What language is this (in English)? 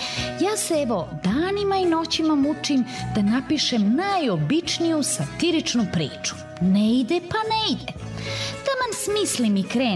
Serbian